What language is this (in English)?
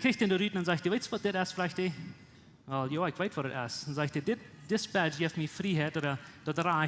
Plautdietsch